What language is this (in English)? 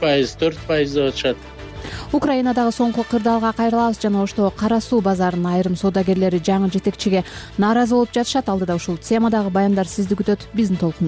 Kyrgyz